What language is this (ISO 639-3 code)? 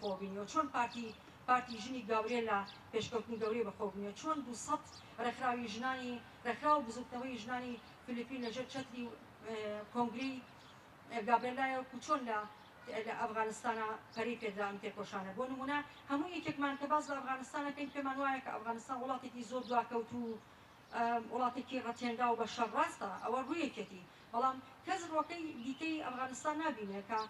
ckb